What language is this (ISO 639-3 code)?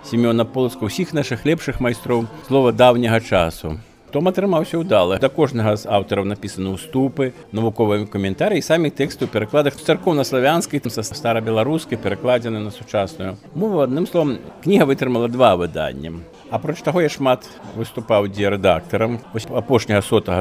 bel